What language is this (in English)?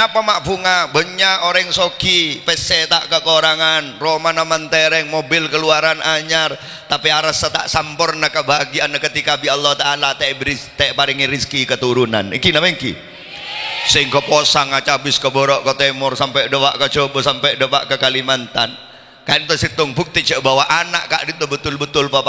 Madurese